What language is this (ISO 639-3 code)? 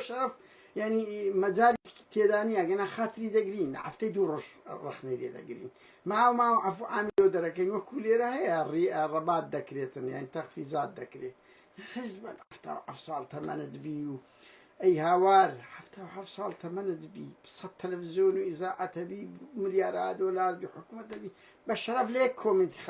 ckb